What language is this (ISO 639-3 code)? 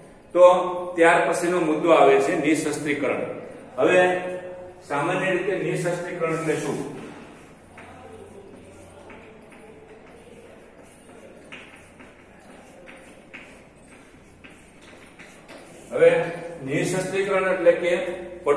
guj